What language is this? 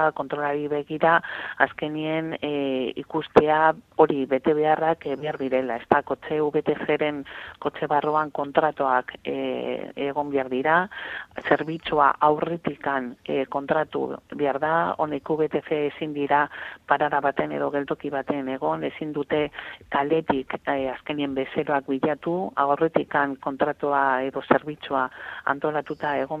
Basque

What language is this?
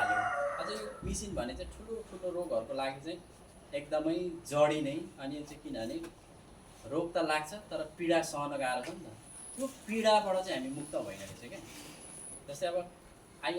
Nepali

